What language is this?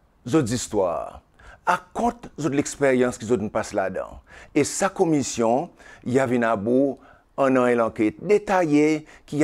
Seselwa Creole French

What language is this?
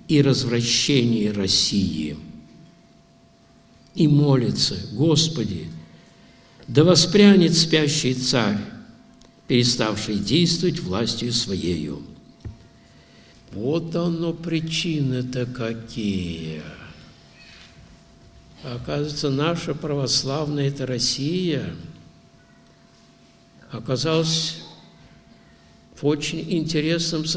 Russian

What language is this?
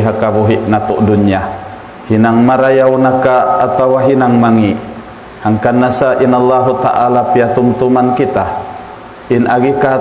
Tausug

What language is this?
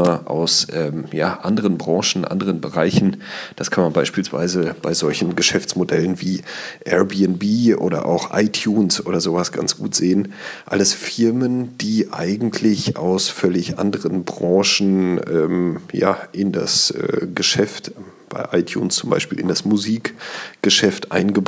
German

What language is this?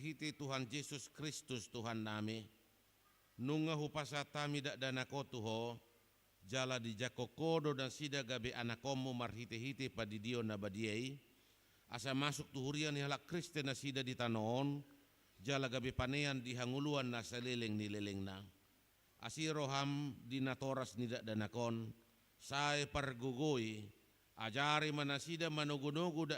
Batak Toba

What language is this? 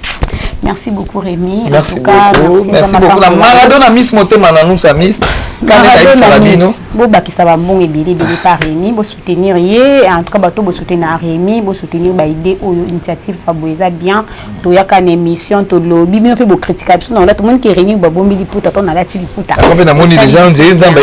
Lingala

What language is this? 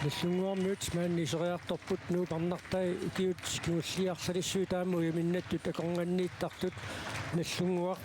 Kalaallisut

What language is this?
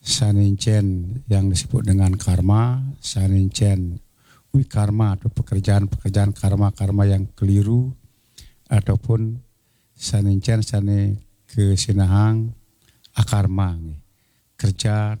Balinese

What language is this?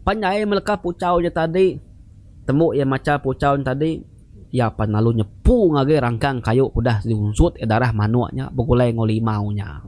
Iban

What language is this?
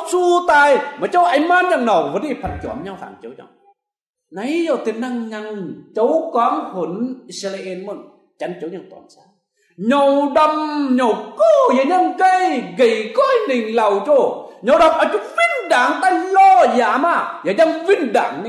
Kim Mun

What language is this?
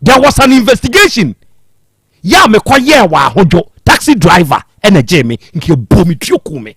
Akan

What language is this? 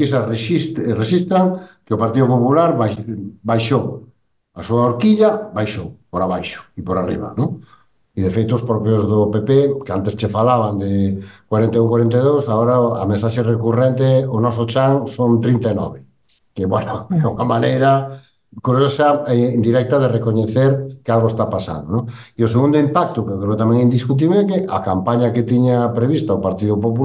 Galician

